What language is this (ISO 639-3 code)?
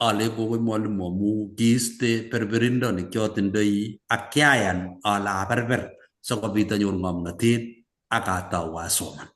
kln